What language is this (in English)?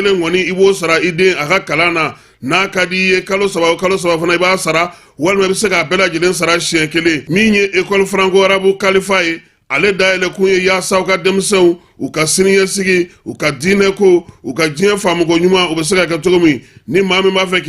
Bambara